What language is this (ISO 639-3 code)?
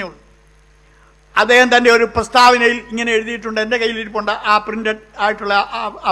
mal